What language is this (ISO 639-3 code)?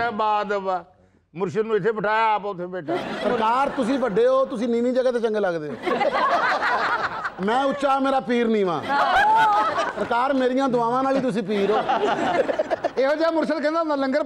pan